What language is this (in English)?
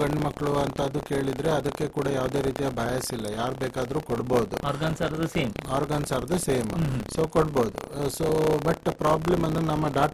Kannada